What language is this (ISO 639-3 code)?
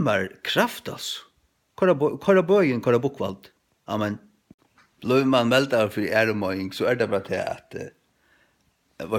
fao